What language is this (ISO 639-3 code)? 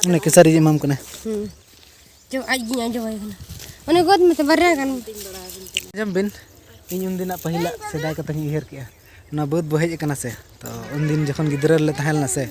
sat